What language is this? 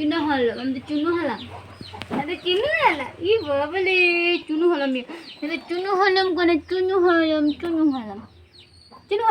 Santali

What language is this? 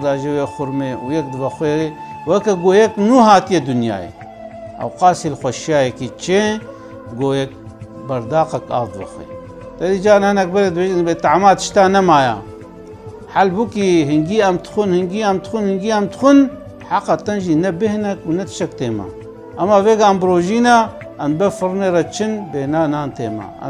Kurdish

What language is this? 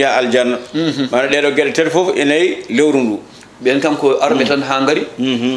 Fula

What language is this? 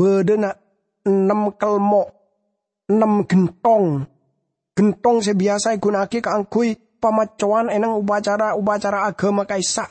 Madurese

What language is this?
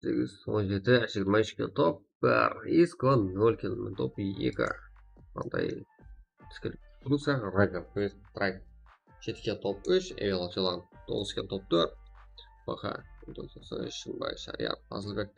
Kara-Kalpak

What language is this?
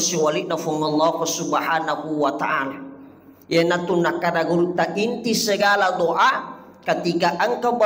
Buginese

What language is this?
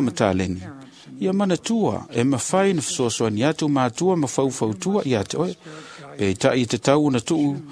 Samoan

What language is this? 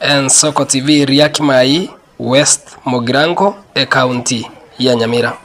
Gusii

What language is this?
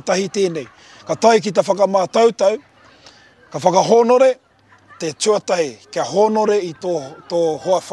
Māori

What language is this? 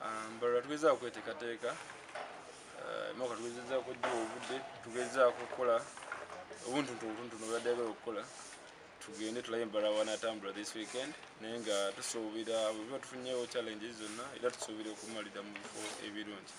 Nyankole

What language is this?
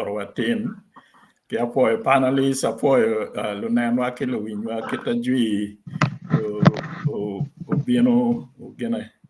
Acoli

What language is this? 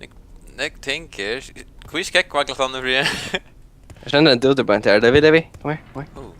Faroese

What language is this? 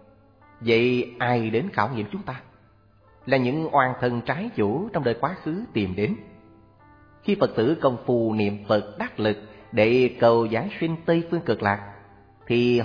Vietnamese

